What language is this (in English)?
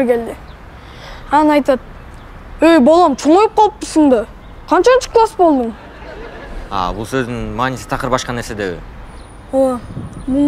Kyrgyz